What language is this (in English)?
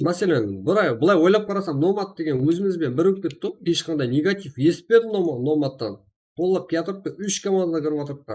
Kara-Kalpak